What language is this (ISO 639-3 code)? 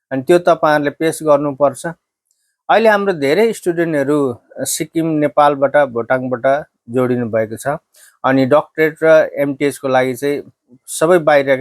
nep